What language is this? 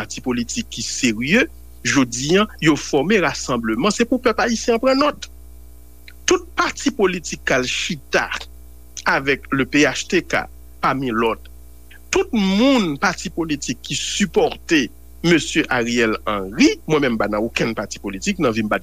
Haitian Creole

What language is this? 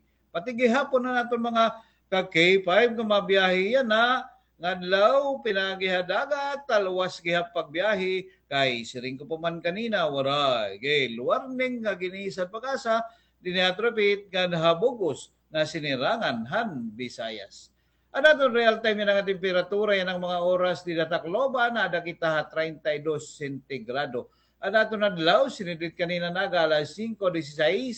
Waray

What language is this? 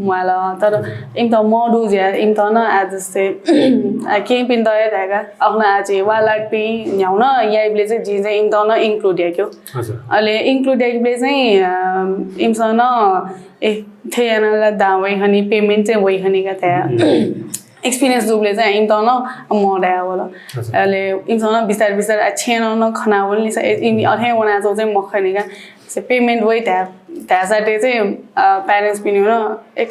Newari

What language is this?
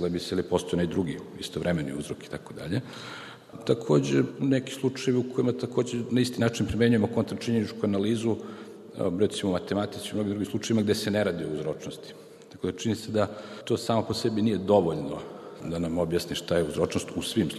Serbian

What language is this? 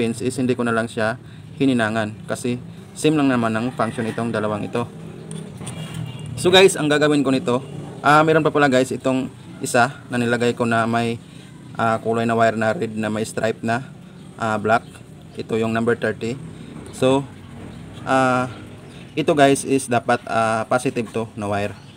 Filipino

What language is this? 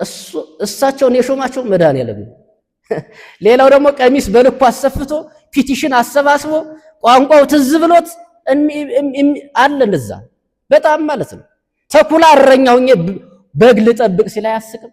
Amharic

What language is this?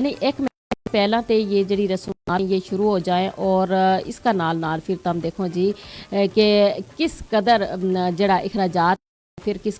Gujari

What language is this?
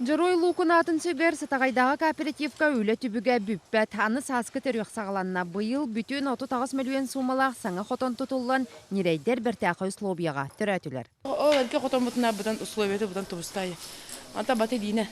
Yakut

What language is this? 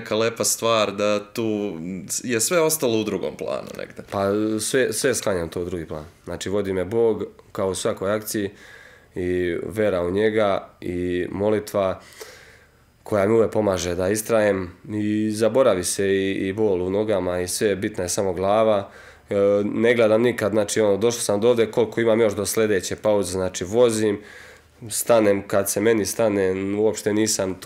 Serbian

